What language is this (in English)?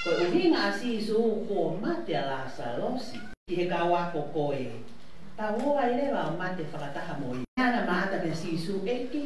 Tongan